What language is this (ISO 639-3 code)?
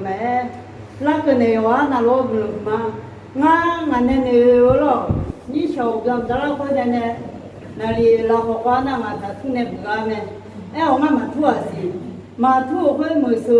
ahk